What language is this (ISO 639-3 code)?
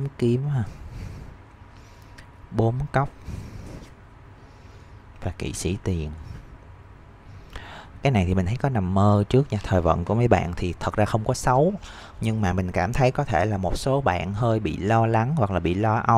vie